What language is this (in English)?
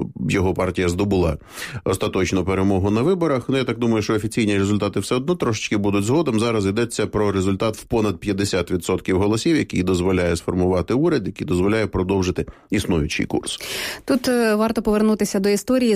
Ukrainian